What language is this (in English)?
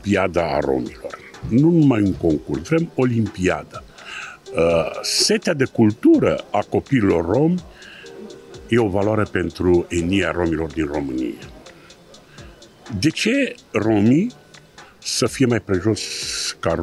Romanian